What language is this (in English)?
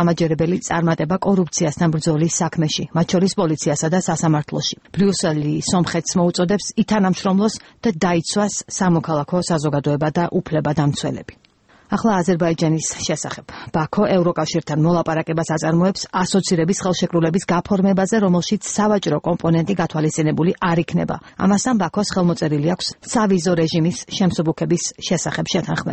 Georgian